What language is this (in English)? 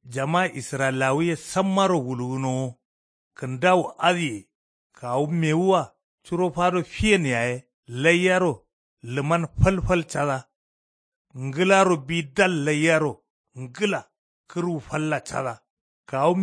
Kanuri